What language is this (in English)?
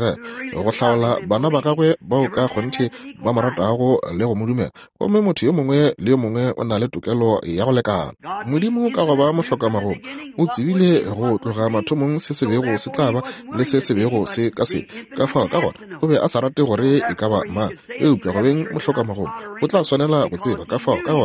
Northern Sotho